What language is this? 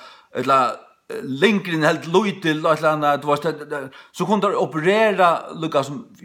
Faroese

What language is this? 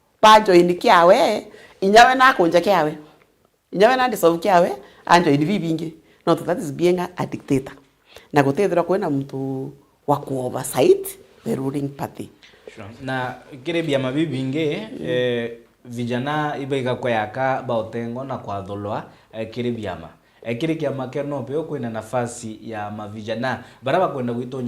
Meru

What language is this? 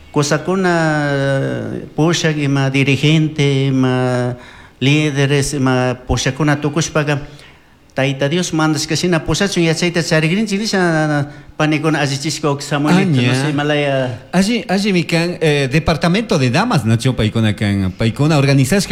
Chimborazo Highland Quichua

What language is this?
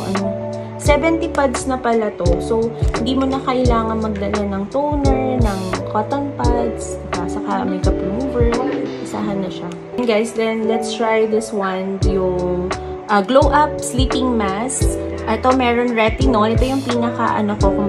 Filipino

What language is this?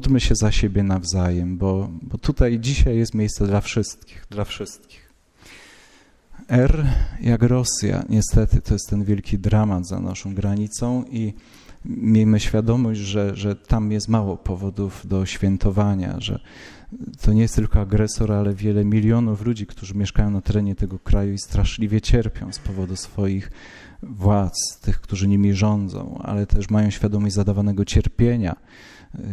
Polish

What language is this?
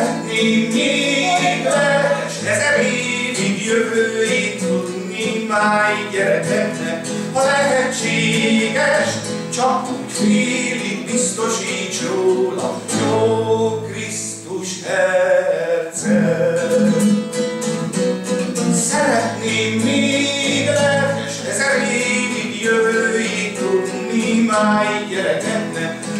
Hungarian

